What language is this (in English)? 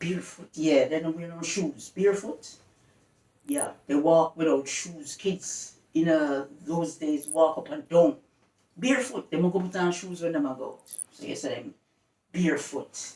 Jamaican Creole English